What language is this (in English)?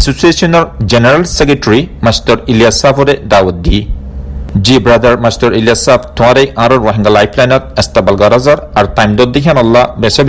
Rohingya